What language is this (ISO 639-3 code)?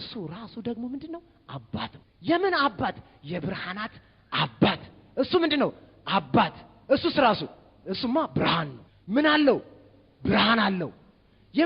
amh